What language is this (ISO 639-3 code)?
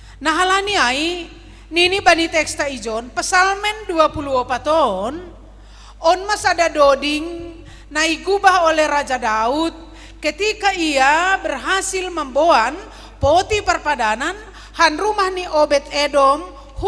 bts